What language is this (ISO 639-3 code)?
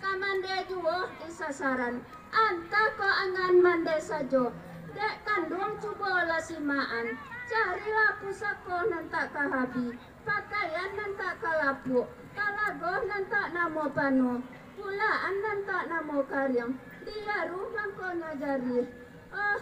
min